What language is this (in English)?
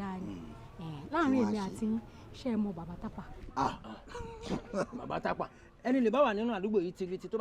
Yoruba